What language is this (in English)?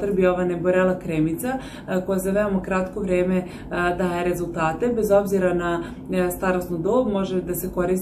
Serbian